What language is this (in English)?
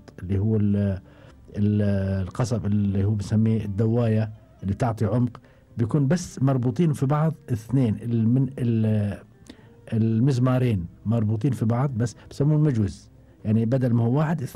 Gulf Arabic